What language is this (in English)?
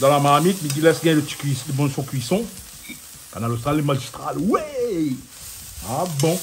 Réunion Creole French